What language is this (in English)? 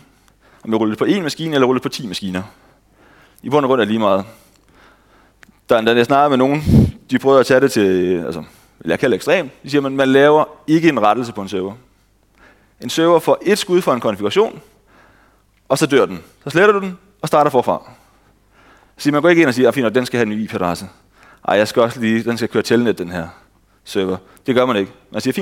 Danish